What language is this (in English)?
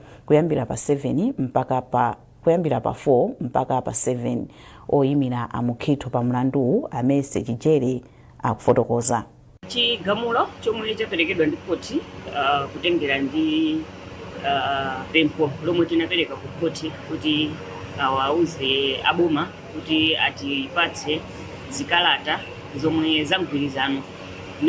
Nyanja